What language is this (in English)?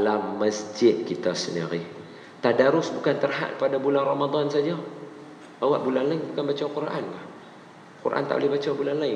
Malay